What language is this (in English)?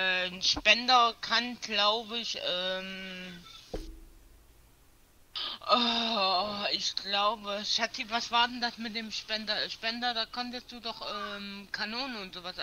German